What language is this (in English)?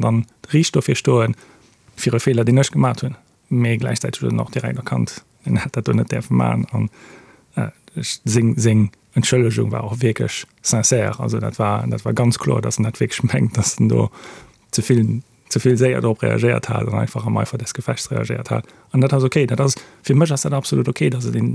Luxembourgish